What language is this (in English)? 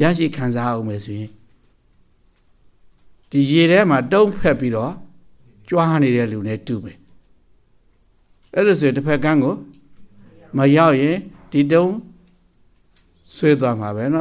Burmese